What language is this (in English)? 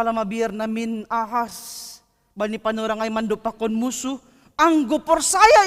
Batak Simalungun